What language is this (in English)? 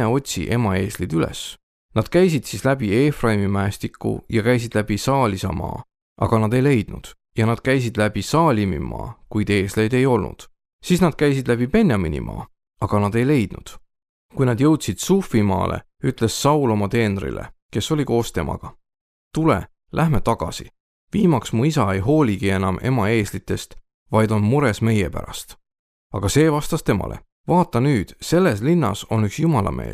Estonian